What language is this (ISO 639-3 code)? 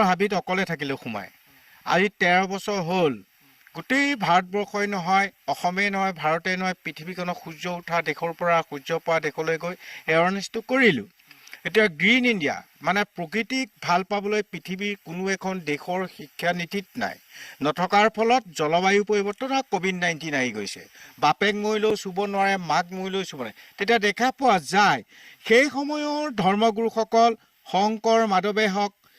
asm